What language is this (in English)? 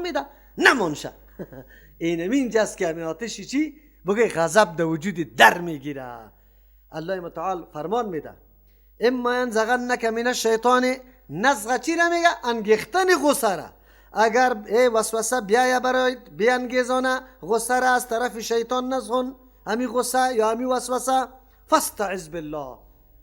Persian